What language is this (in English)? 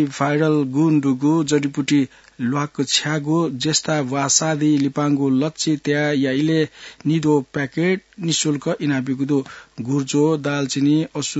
Newari